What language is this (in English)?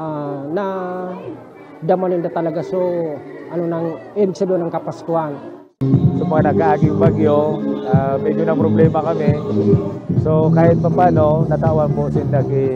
Bikol